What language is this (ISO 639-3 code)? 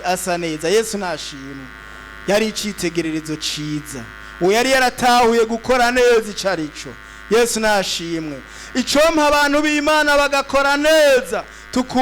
run